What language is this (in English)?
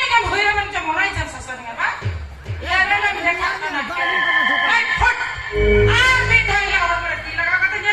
Santali